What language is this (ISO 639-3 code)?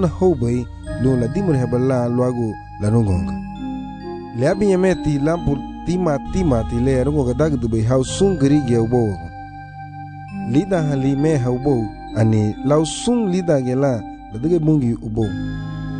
cab